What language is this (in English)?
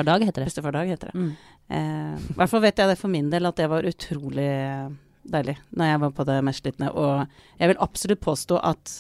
Norwegian